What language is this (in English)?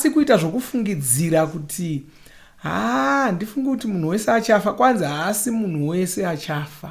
Shona